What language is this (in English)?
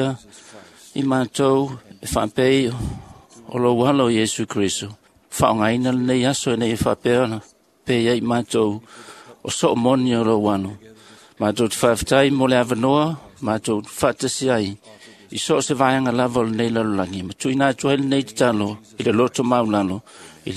Samoan